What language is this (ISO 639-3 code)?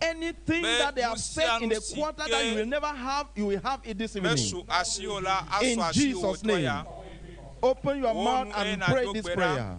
ewe